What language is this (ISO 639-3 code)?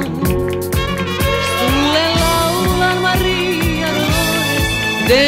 fin